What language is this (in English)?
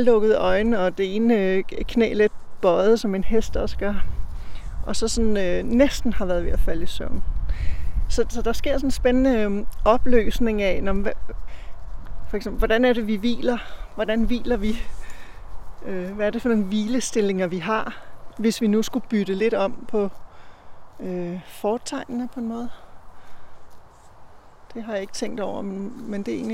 Danish